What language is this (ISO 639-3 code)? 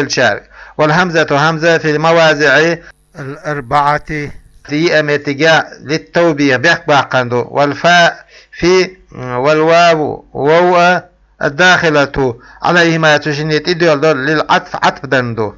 che